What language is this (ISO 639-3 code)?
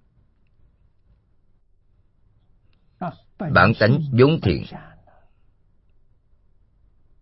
vie